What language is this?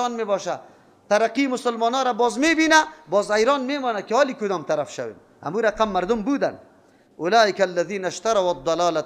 Persian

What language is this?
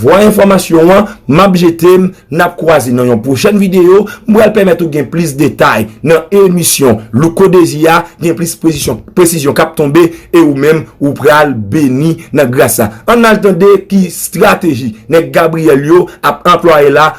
Haitian Creole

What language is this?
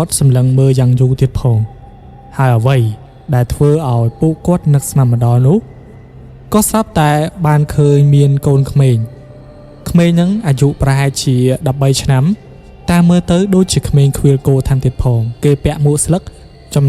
Khmer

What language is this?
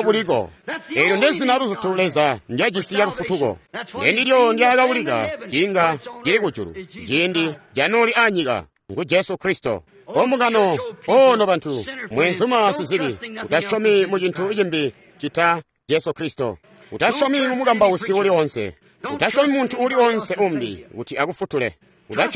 Tonga (Zambia)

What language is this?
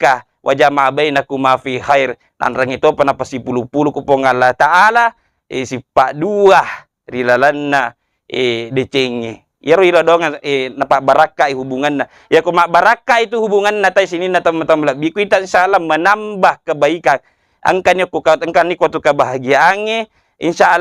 Buginese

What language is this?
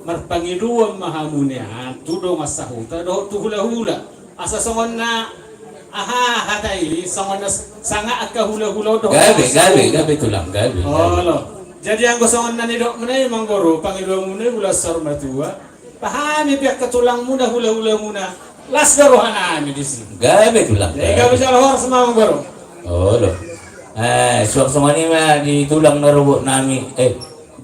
Batak Toba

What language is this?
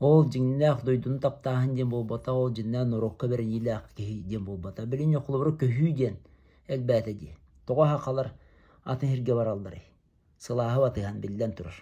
Yakut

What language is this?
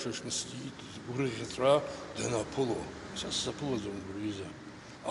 Abkhazian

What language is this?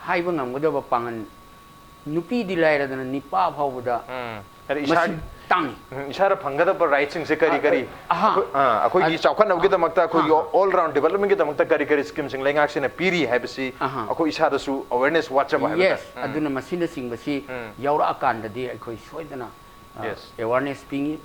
Manipuri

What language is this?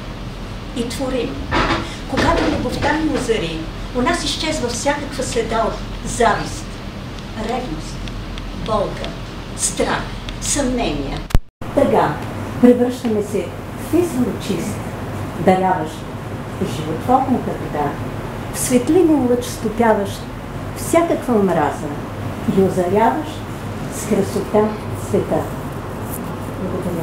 Bulgarian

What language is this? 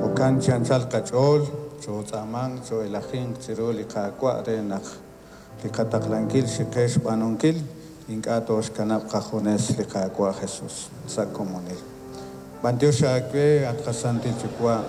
Kekchí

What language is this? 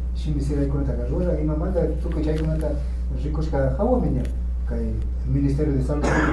Imbabura Highland Quichua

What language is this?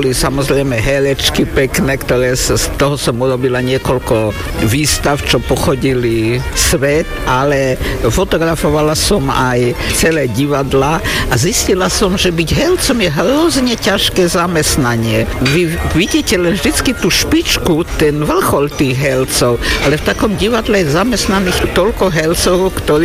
Slovak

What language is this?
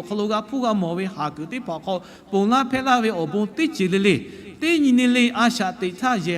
Lahu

